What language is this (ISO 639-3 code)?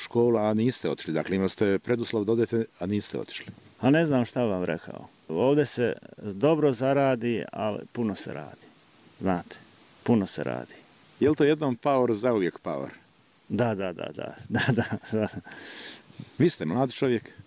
bos